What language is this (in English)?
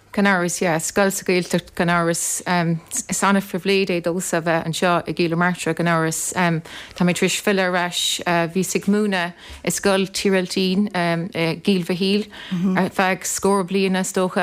Irish